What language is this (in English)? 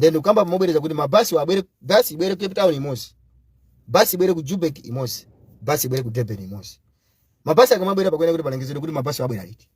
Nyanja